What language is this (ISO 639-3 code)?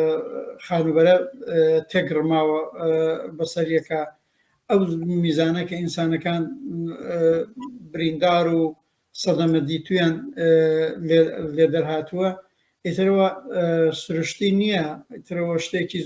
ckb